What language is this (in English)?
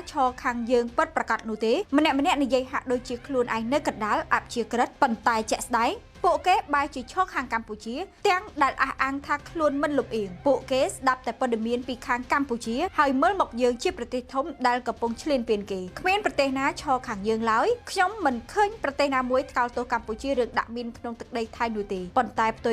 Khmer